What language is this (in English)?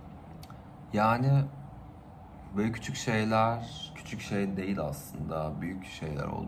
Turkish